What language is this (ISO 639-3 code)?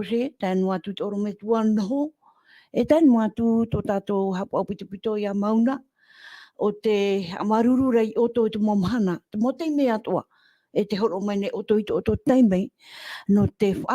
tah